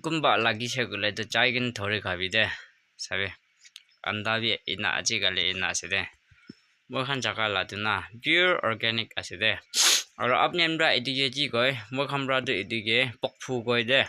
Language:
Naga Pidgin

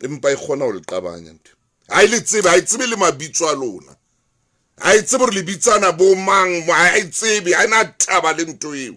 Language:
Southern Sotho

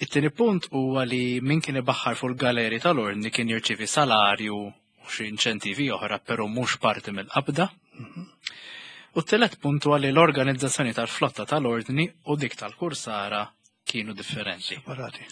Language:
Maltese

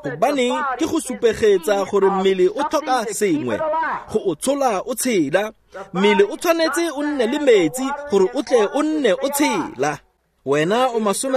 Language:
Tswana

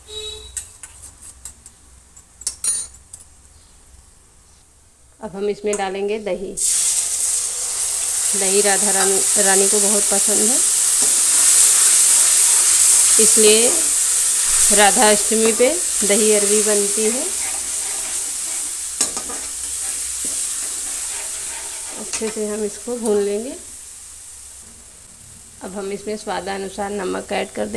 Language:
Hindi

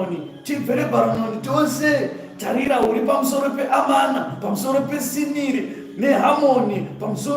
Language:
Shona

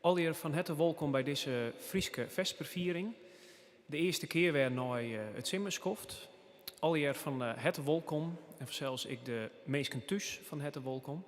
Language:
Western Frisian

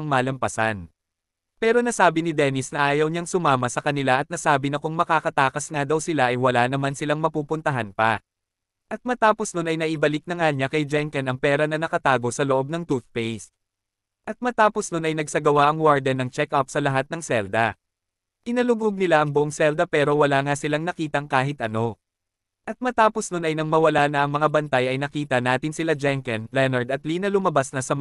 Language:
Filipino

